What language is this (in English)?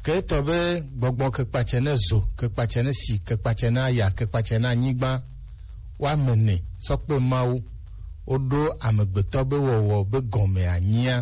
Gen